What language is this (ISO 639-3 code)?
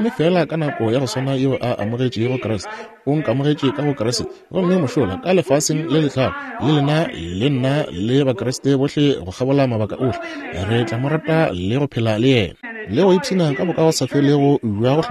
nso